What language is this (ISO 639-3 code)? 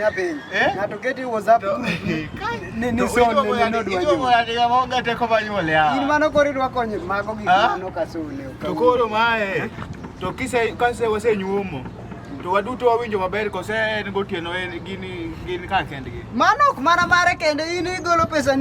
luo